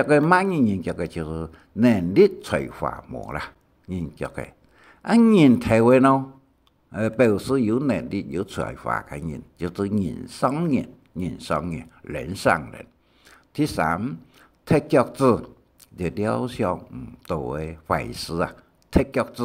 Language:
Hakka Chinese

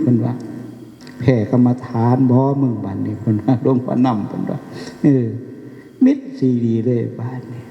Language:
Northeastern Thai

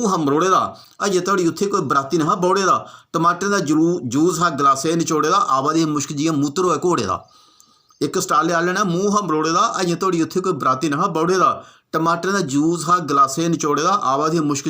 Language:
Dogri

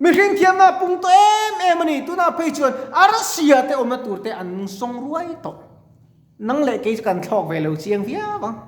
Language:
Mizo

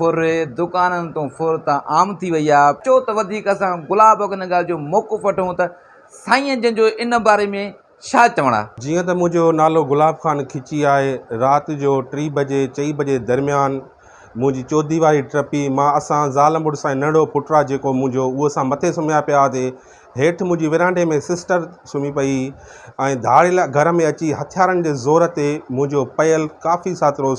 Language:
Sindhi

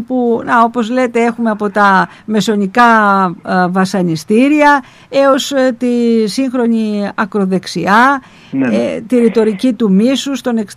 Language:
Greek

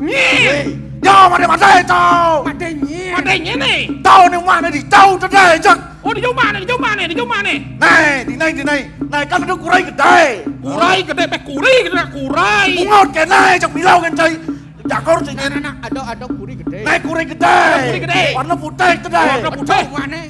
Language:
Balinese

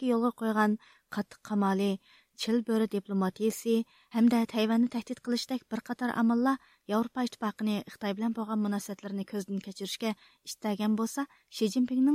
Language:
Uyghur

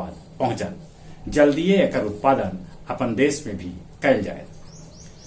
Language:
Magahi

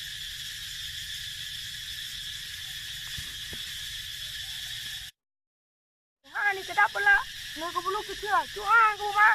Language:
Lao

